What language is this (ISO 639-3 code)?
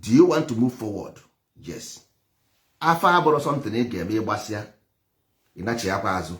ibo